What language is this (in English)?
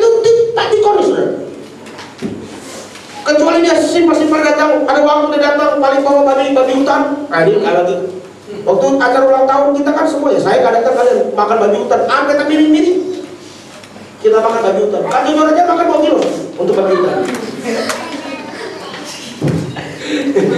Indonesian